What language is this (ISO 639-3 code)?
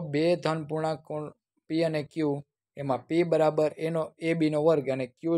guj